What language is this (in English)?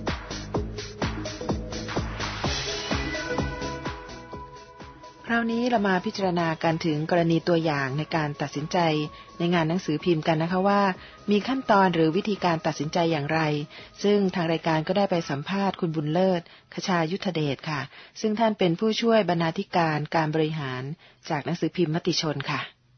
Thai